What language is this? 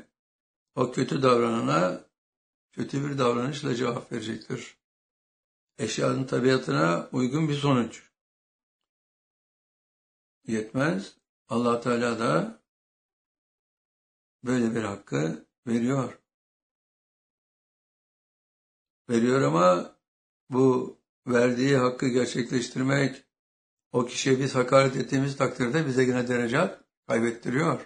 Turkish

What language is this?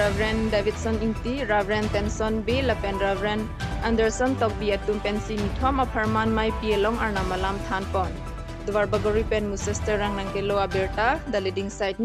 Karbi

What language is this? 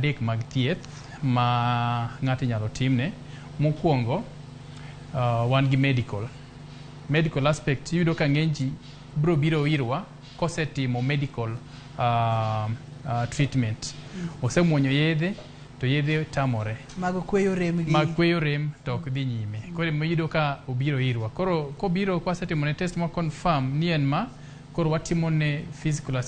Luo (Kenya and Tanzania)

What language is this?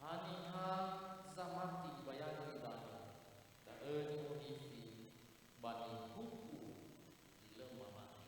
Nias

